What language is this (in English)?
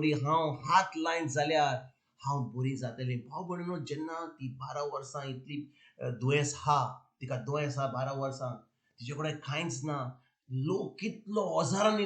Konkani